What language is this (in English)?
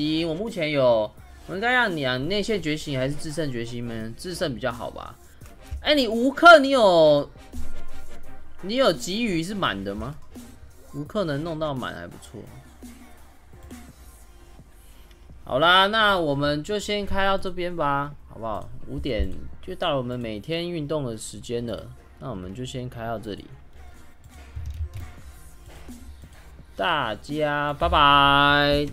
Chinese